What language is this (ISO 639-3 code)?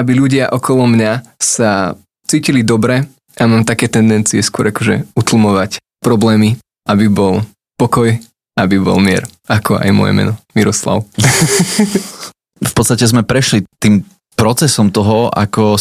slk